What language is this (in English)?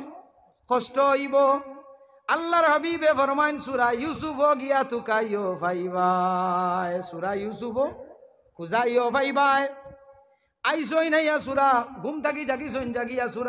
Sylheti